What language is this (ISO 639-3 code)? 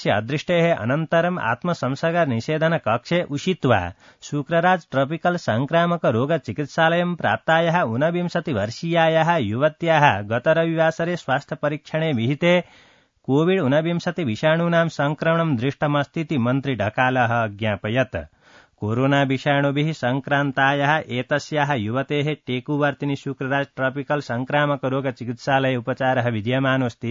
san